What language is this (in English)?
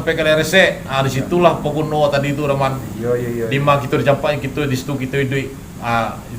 Minangkabau